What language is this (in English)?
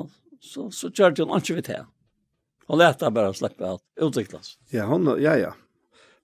Faroese